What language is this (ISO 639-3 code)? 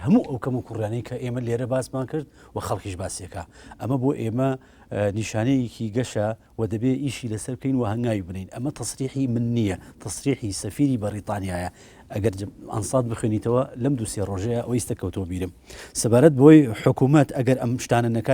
ckb